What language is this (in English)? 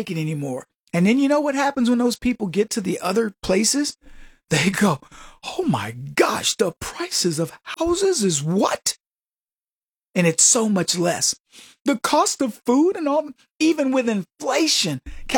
English